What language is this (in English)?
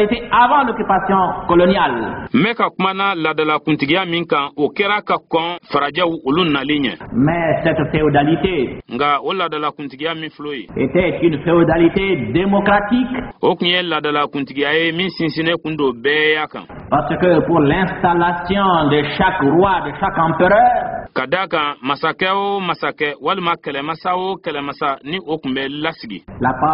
Bambara